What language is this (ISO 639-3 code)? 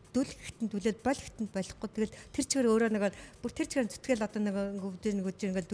mon